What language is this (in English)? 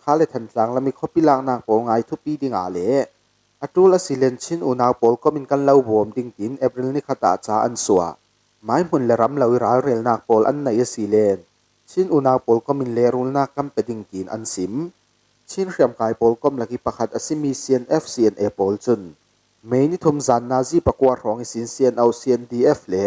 Falam Chin